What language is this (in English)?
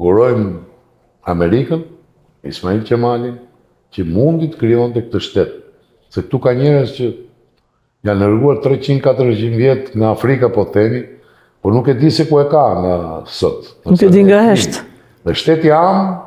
Albanian